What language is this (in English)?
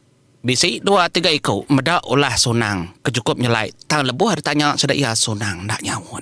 Iban